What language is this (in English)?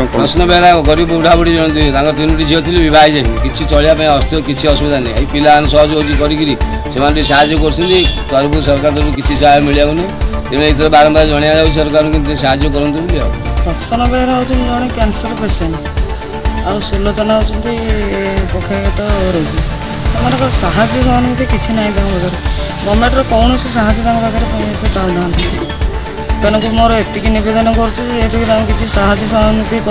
Odia